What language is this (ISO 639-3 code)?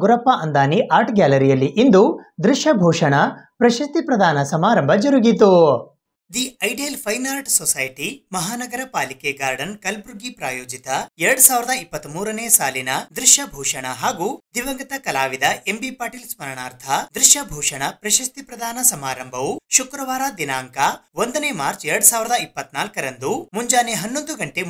kan